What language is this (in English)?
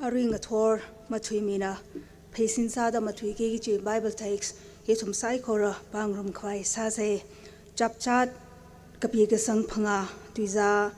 Tangkhul Naga (India)